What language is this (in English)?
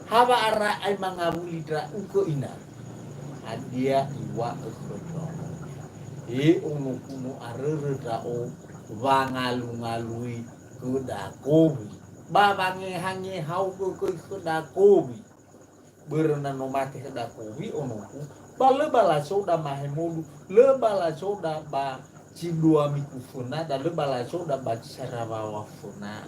Nias